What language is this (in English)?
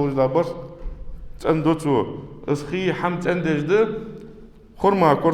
Ingush